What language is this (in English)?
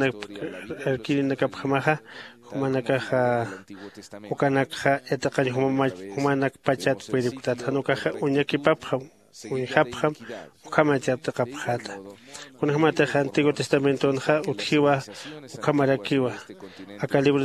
Aymara